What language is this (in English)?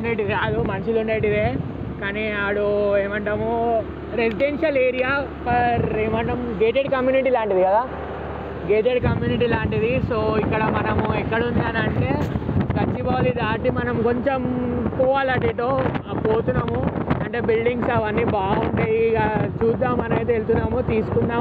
Telugu